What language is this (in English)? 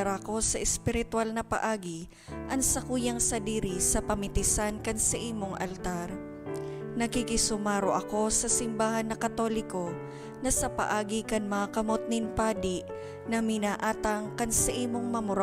Bikol